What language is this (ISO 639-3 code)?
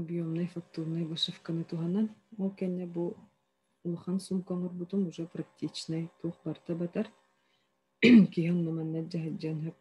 sah